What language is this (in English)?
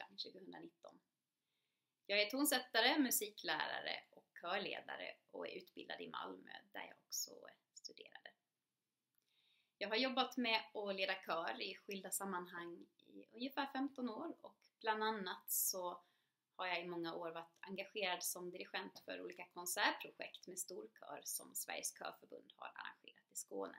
Swedish